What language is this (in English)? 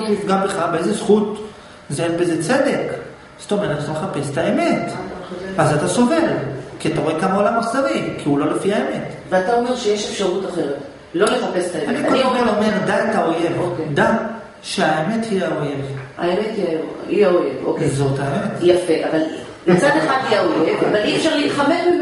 Hebrew